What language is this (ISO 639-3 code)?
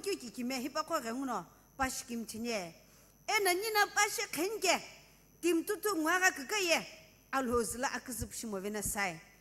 nsm